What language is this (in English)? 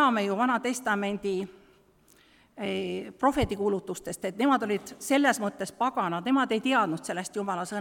Estonian